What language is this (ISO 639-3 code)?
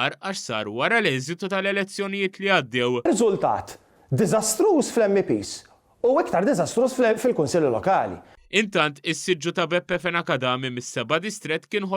mlt